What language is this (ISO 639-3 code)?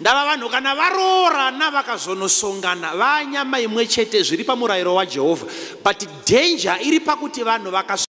sna